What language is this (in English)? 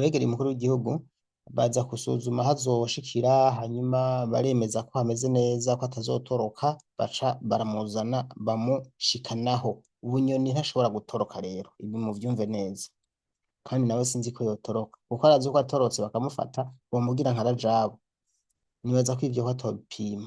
Rundi